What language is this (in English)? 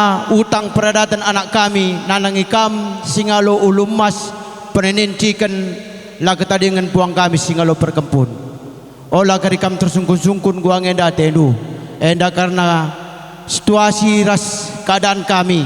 Batak Karo